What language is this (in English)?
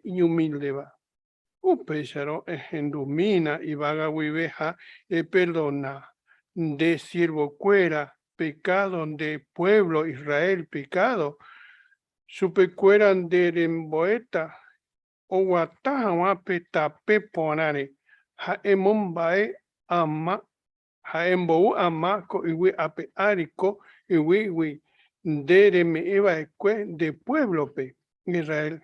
Guarani